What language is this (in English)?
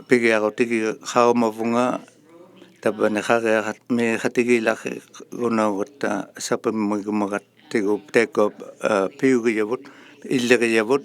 Inuktitut